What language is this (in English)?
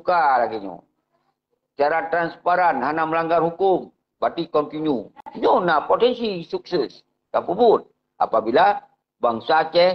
Achinese